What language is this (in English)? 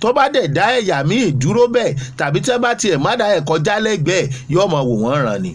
Yoruba